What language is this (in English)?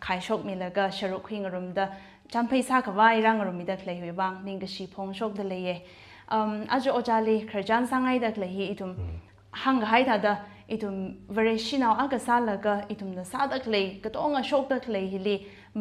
Tangkhul Naga (India)